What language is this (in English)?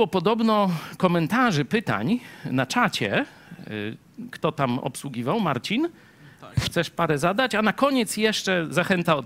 Polish